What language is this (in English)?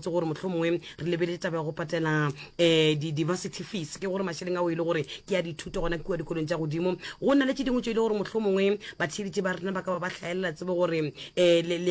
Northern Sotho